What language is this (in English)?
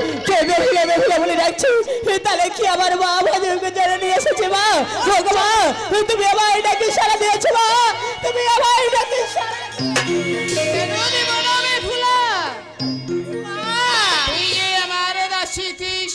Bangla